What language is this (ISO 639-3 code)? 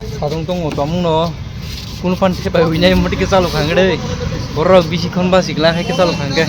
trp